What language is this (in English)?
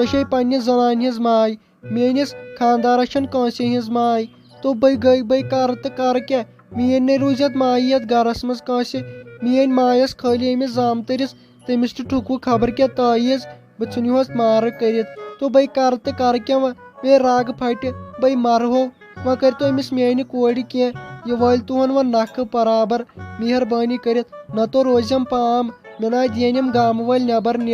Kashmiri